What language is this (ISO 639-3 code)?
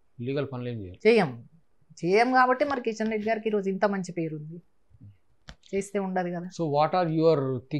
tel